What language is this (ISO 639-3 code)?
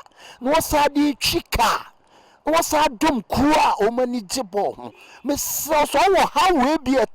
aka